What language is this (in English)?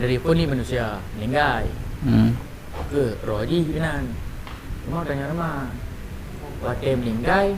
Achinese